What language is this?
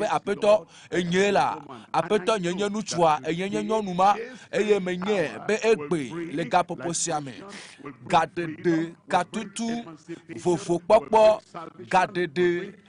Ewe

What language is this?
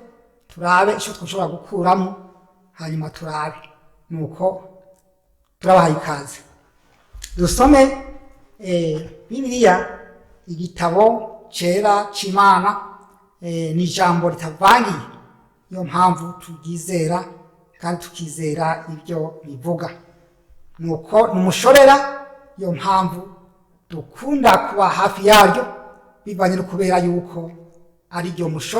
Rundi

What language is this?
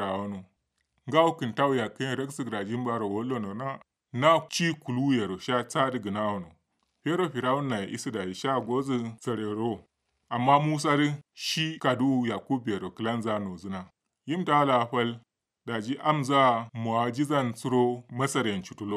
Kanuri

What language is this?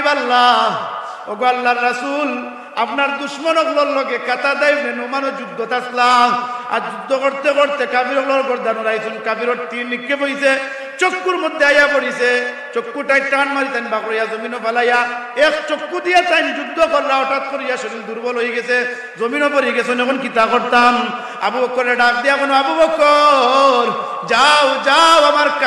Sylheti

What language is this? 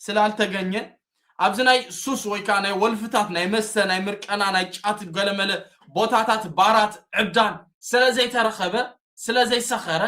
Tigrinya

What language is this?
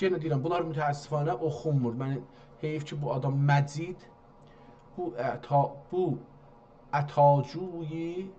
South Azerbaijani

